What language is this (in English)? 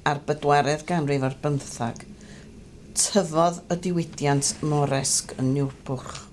Welsh